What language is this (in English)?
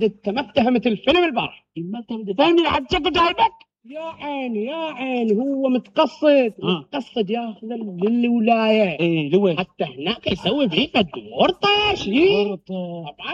Mesopotamian Arabic